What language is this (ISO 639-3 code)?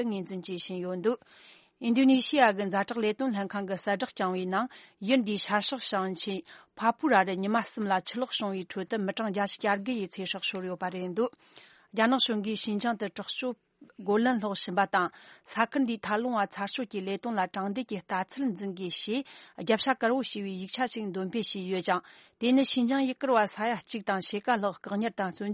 bod